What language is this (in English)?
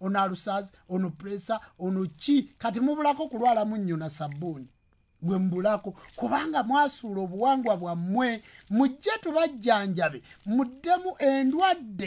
Ganda